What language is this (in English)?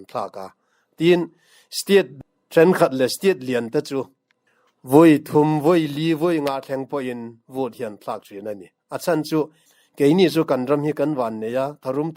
Mizo